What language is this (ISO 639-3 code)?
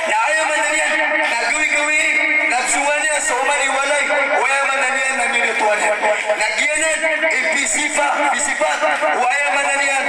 mrw